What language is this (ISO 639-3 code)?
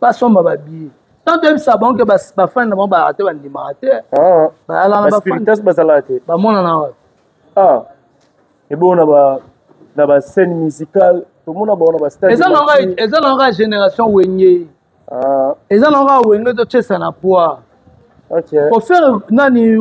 lin